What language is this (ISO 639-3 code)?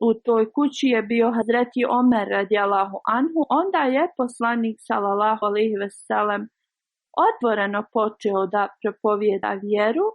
bos